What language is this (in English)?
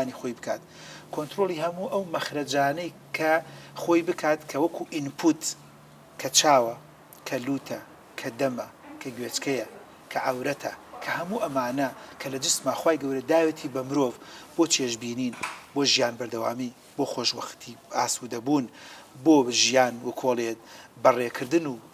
Central Kurdish